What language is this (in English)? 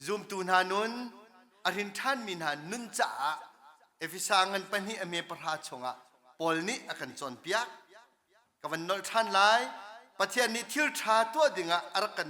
Hakha Chin